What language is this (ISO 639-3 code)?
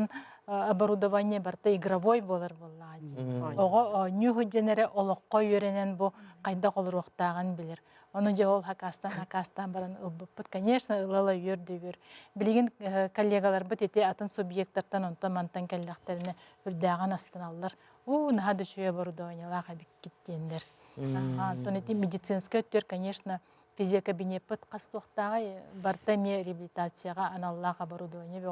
sah